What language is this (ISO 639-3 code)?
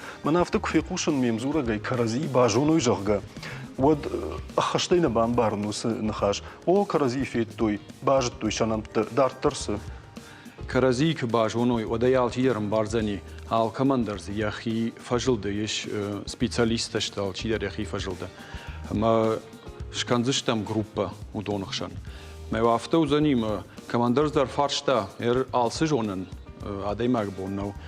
oss